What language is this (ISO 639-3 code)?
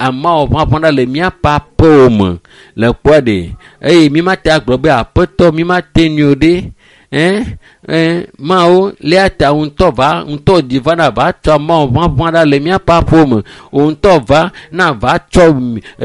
ewe